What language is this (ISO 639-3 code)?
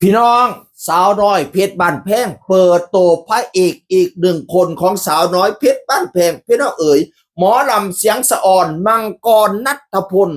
tts